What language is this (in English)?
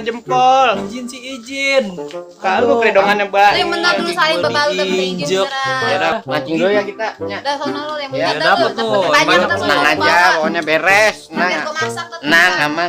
Betawi